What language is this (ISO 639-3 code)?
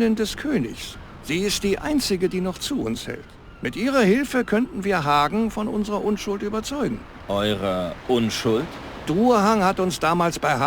bar